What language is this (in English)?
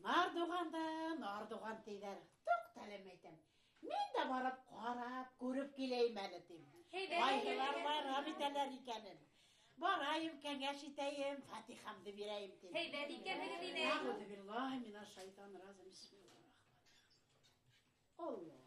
Bashkir